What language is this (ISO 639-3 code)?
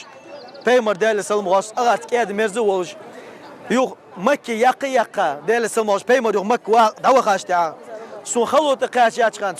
inh